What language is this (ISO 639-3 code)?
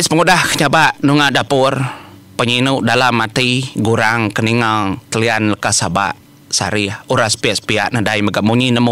iba